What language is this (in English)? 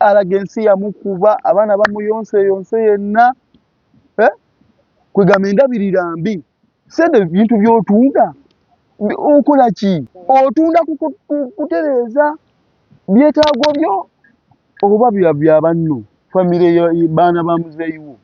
Ganda